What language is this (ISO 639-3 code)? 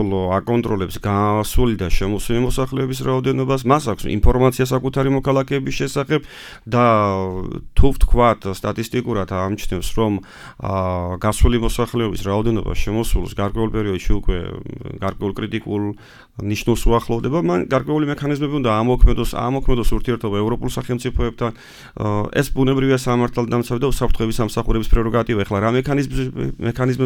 kat